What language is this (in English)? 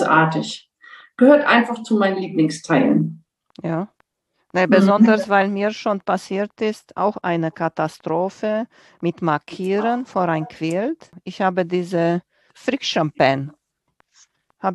German